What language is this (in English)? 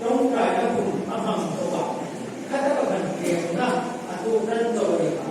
Hmar